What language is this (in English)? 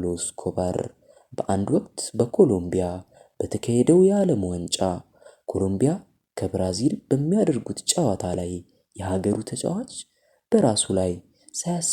Amharic